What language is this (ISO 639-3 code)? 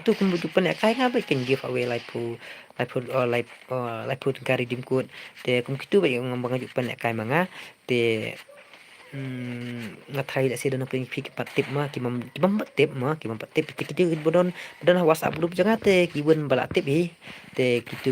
kha